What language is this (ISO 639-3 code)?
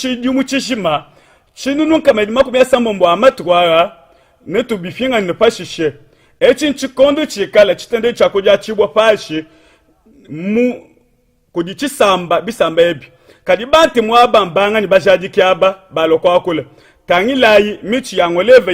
lua